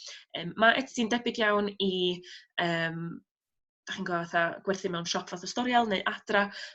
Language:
Welsh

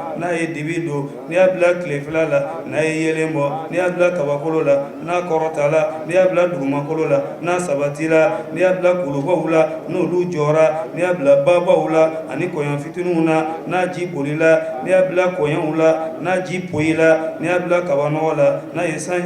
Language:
Bambara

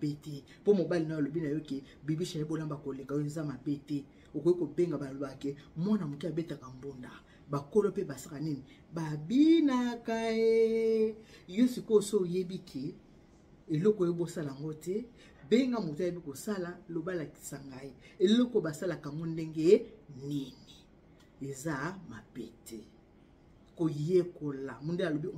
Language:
Lingala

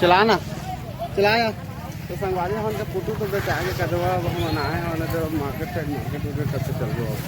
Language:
Chhattisgarhi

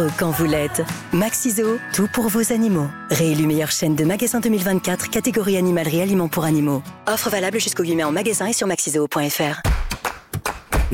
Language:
French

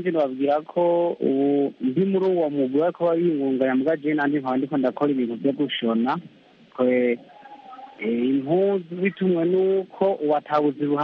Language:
Kinyarwanda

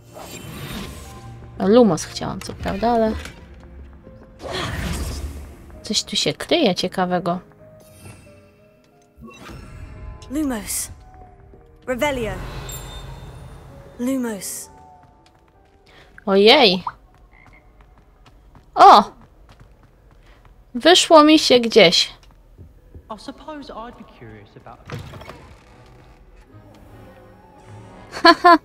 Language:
Polish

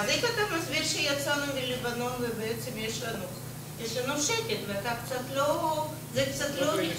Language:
Hebrew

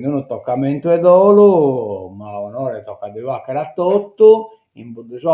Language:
Sardinian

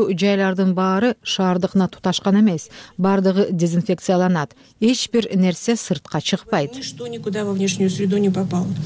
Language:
Kyrgyz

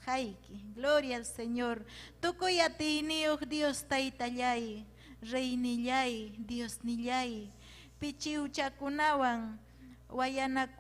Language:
Ayacucho Quechua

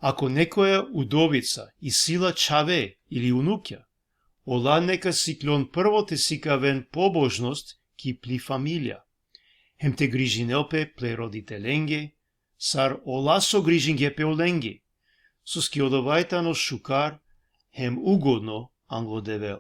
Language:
Balkan Romani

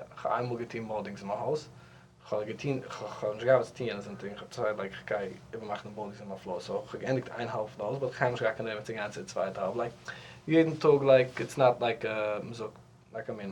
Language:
Yiddish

